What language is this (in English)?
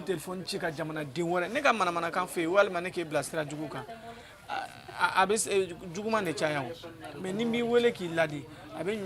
Bambara